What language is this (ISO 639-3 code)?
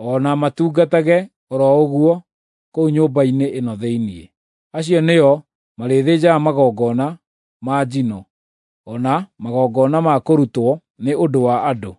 kik